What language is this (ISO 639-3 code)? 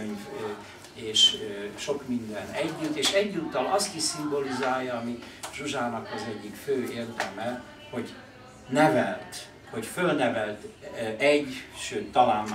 hun